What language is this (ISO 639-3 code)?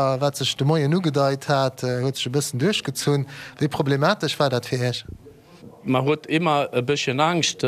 ltz